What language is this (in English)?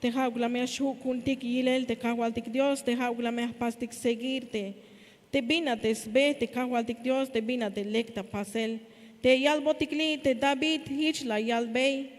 Tzeltal